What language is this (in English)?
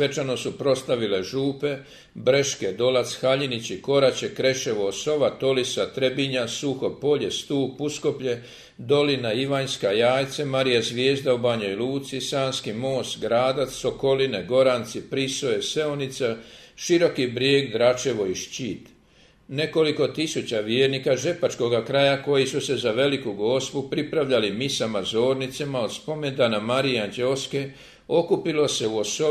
Croatian